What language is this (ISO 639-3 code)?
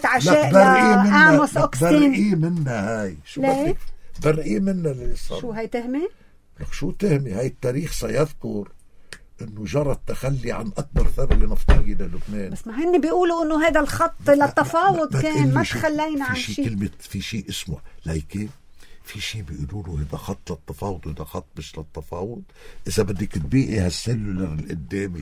apc